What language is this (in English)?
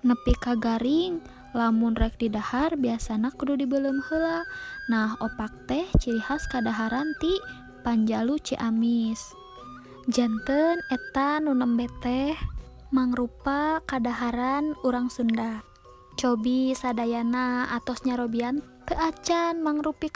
Sundanese